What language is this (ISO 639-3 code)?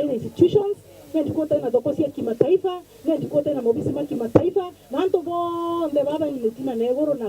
mer